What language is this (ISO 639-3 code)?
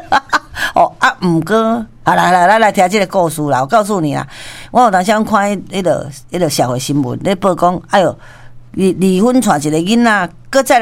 nan